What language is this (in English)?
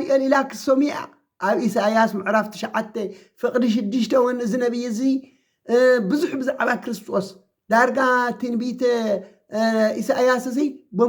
Tigrinya